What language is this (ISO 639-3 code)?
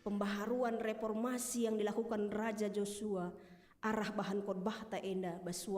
btx